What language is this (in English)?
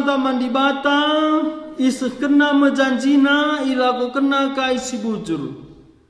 Batak Karo